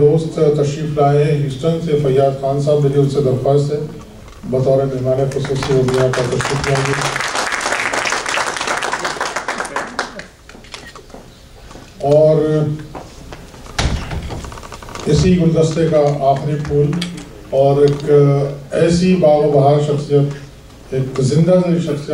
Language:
Urdu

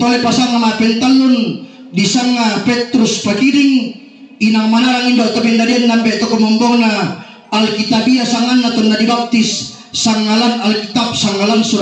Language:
Toraja-Sa'dan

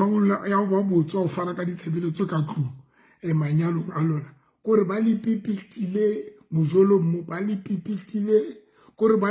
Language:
Southern Sotho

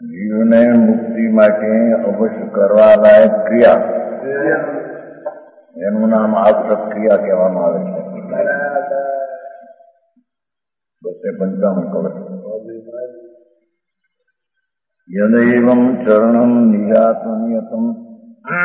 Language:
Gujarati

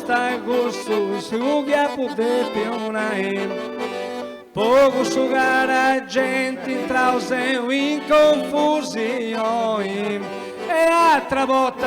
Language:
Sardinian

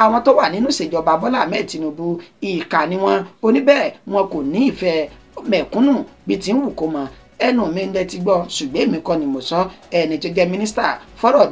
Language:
Yoruba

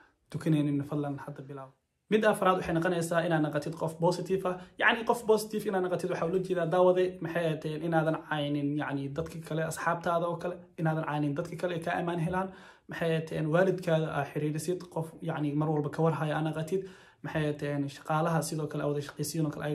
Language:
Somali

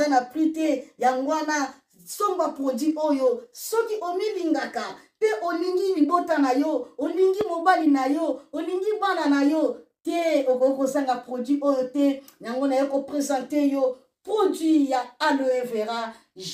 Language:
Lingala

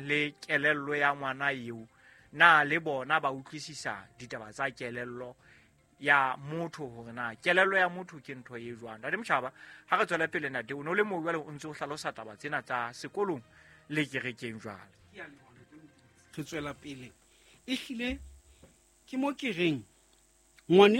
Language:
Southern Sotho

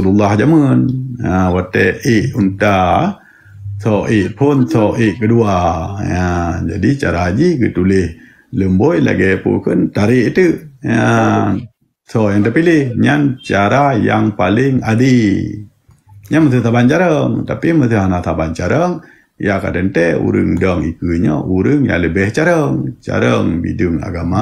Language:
Achinese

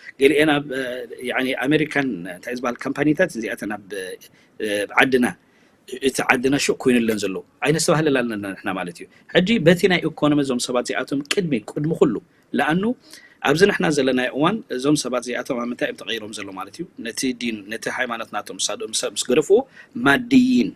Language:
Tigrinya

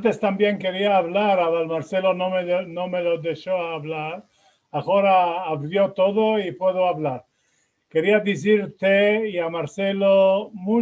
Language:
Ladino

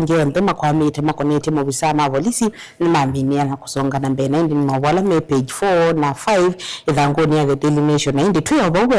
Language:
Kamba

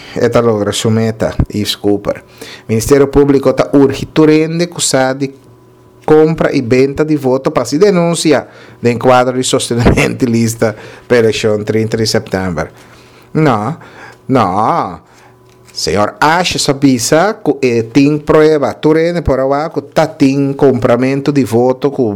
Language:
Papiamento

